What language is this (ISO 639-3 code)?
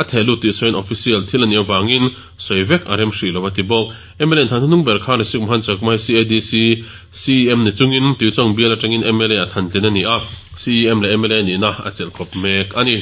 lus